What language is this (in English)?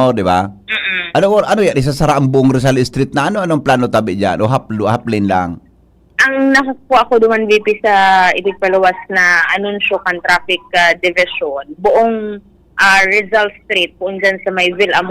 Bikol